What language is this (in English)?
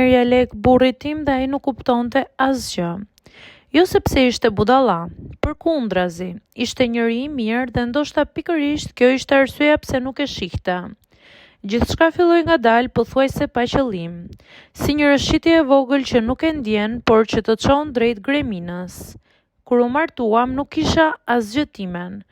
Albanian